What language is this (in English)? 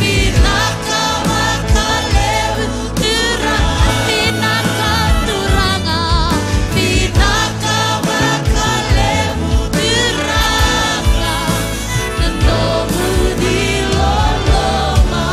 Fijian